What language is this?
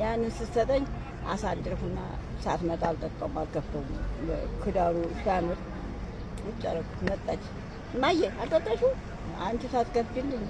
Amharic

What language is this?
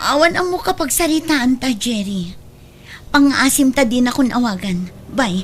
Iloko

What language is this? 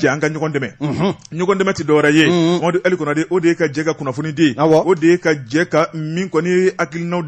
Bambara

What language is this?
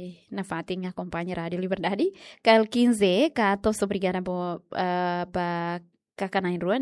Tetum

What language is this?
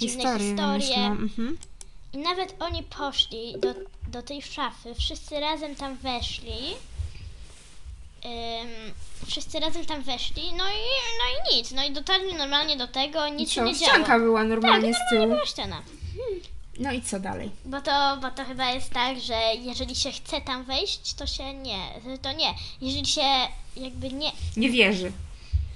Polish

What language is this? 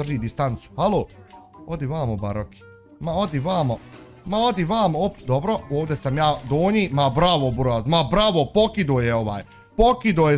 Bosnian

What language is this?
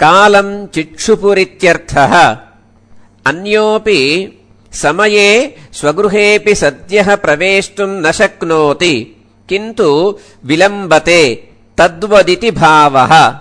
Sanskrit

